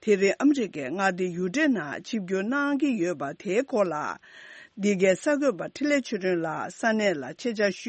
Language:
Tibetan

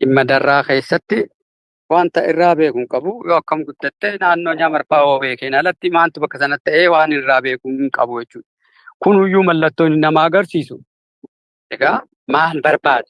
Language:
Oromo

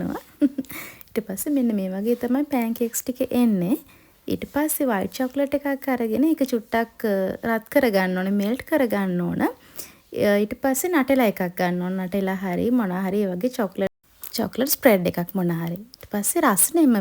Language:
Sinhala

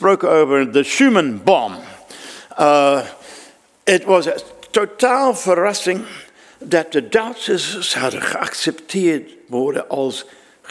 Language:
Dutch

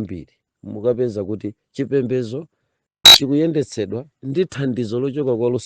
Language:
Nyanja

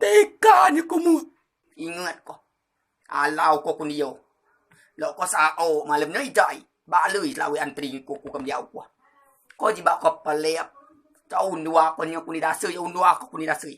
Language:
Rejang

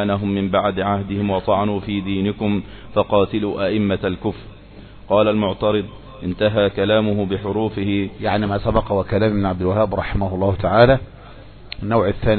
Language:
Arabic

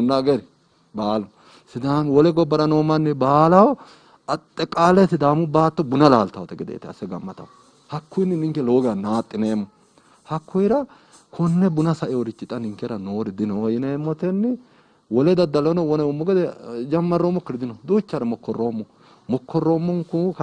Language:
Sidamo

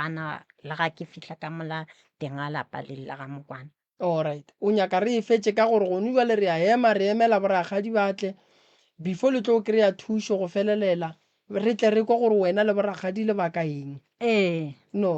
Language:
Northern Sotho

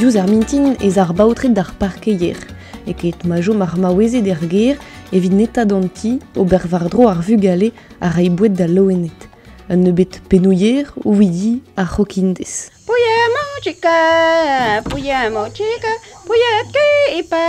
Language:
Breton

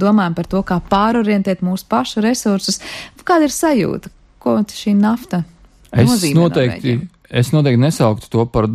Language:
Latvian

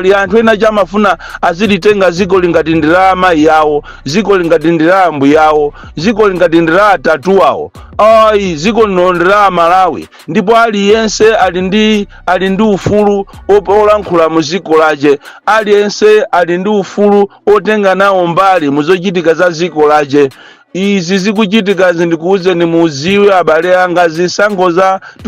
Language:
Nyanja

